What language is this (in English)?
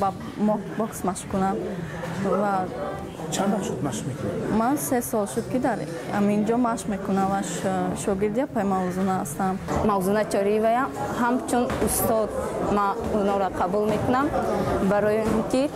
Tajik